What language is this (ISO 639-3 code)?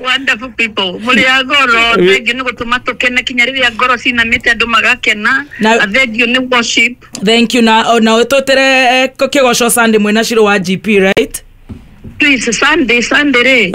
kik